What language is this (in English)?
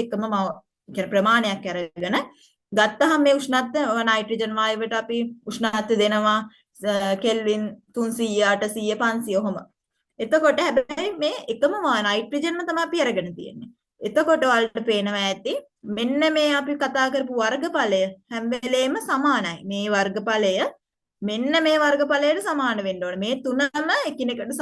Sinhala